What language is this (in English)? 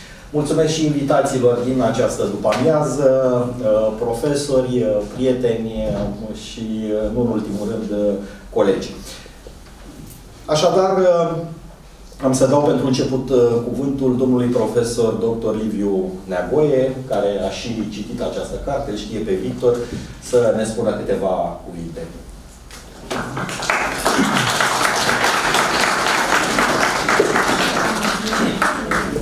Romanian